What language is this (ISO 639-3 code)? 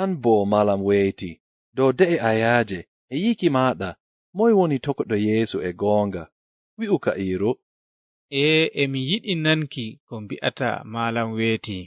ful